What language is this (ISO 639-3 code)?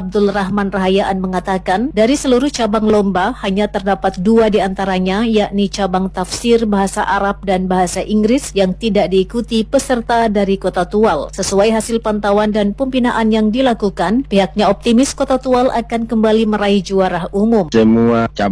ind